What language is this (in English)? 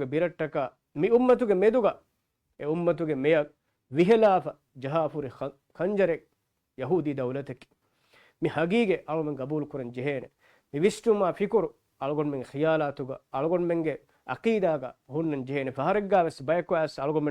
Divehi